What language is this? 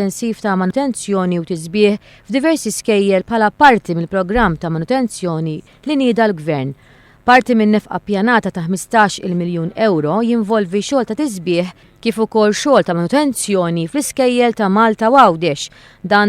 Maltese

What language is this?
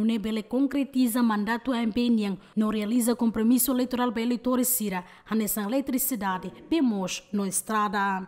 Tetum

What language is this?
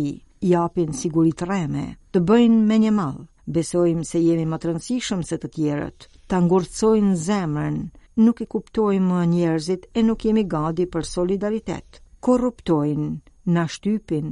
Albanian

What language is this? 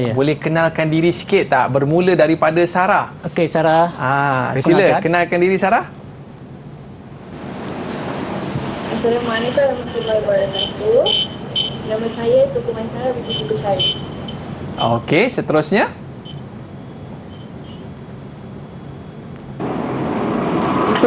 Malay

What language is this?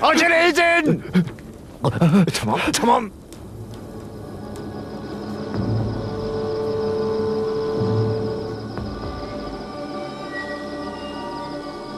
Turkish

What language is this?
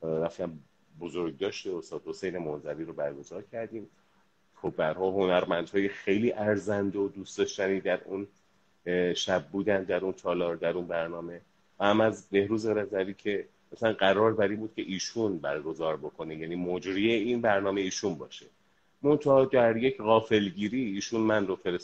Persian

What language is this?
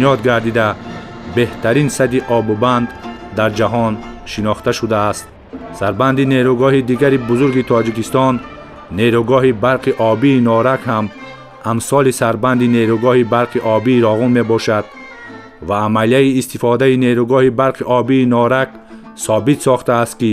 Tajik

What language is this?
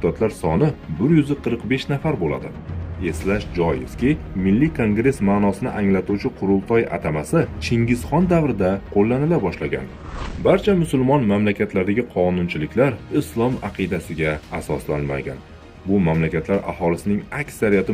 Uzbek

